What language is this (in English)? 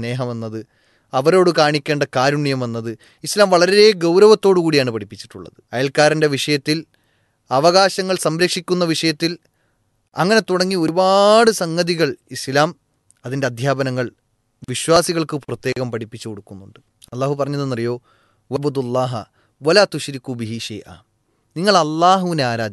Malayalam